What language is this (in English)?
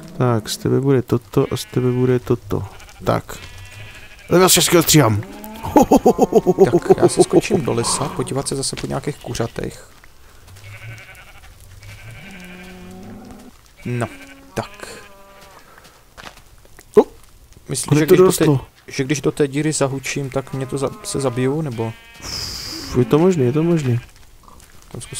Czech